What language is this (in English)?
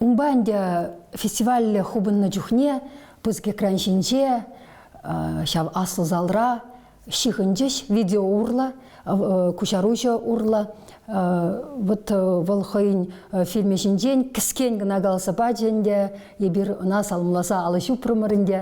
Chuvash